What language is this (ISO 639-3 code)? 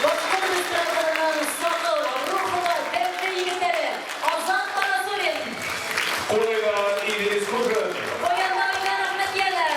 bak